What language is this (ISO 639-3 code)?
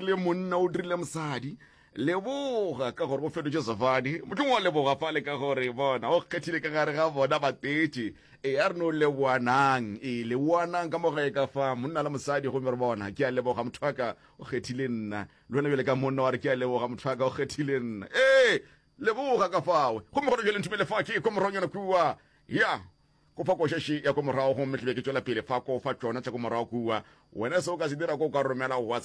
nso